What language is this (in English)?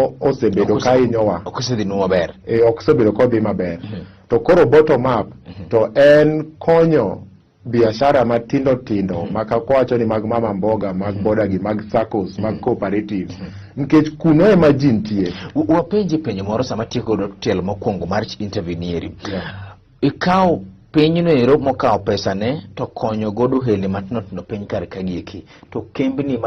Luo (Kenya and Tanzania)